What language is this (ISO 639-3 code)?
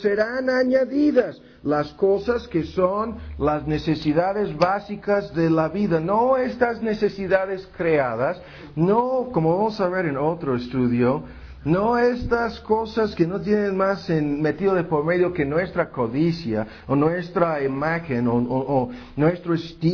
spa